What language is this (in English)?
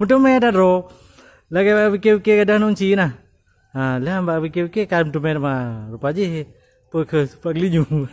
Achinese